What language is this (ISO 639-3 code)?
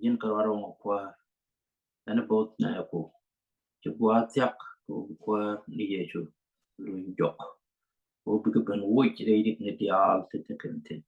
nus